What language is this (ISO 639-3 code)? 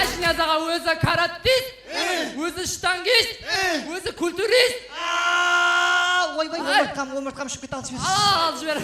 kaa